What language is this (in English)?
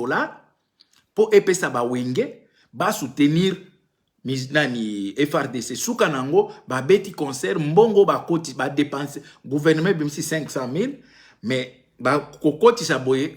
Lingala